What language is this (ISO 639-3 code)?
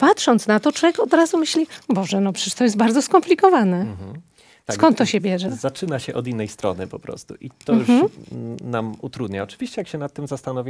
pol